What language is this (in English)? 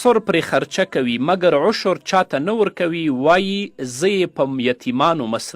Pashto